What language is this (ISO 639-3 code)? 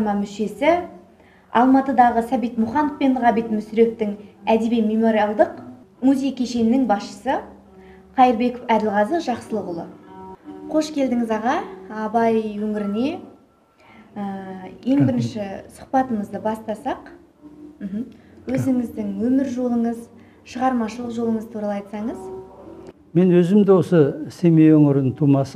kaz